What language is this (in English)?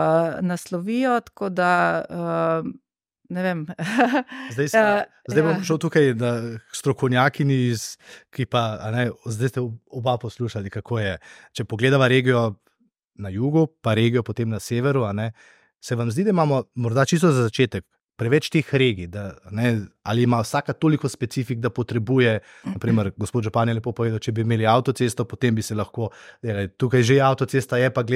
Slovenian